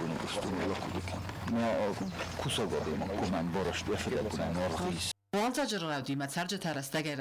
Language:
Ossetic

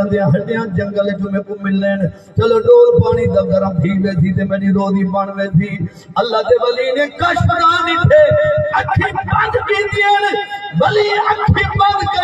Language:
Saraiki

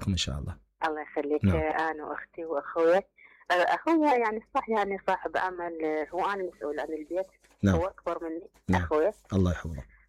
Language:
Mesopotamian Arabic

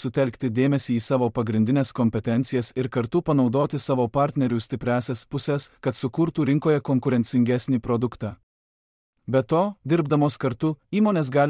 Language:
Lithuanian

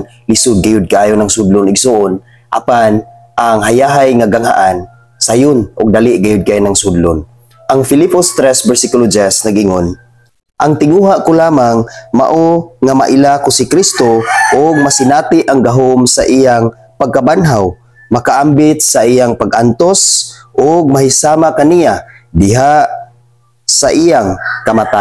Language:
Cebuano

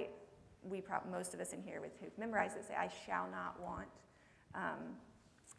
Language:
English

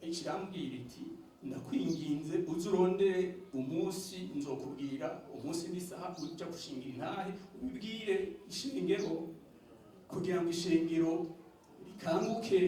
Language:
Rundi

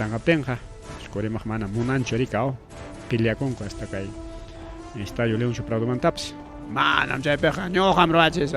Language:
Ayacucho Quechua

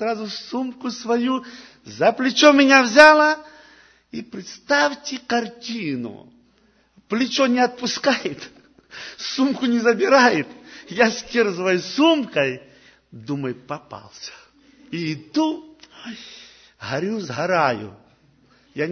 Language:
Russian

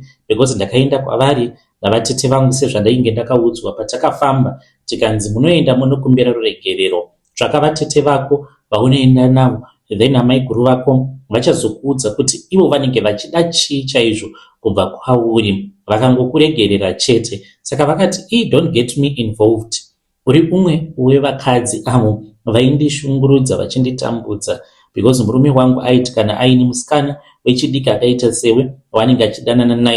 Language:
Shona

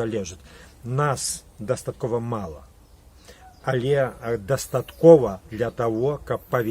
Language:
Belarusian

